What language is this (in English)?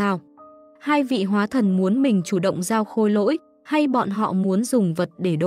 Vietnamese